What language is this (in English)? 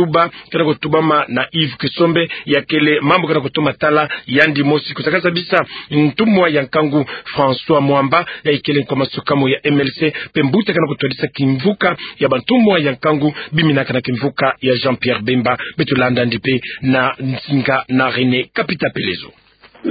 Kituba (Democratic Republic of Congo)